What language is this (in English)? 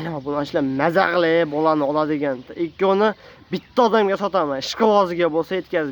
Uzbek